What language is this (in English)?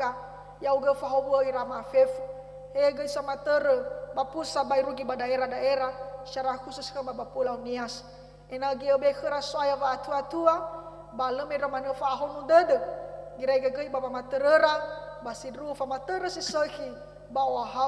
Nias